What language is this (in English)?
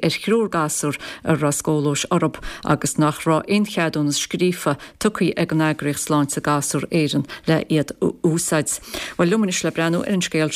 Irish